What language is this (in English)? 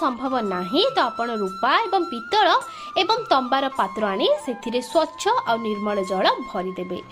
Odia